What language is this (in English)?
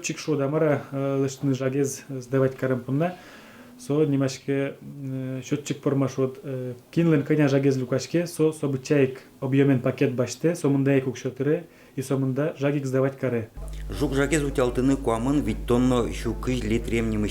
Udmurt